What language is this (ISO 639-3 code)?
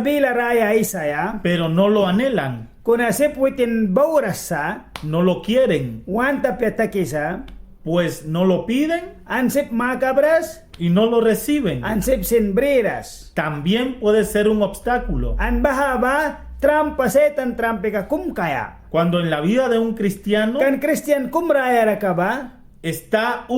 miq